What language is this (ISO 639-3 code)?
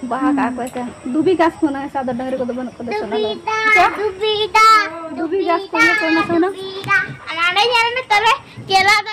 sat